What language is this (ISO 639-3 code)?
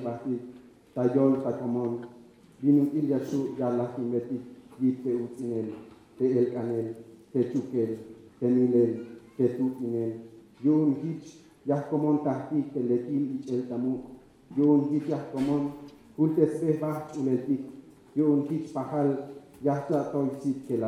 tzh